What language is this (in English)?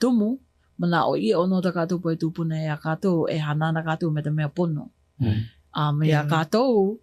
Hawaiian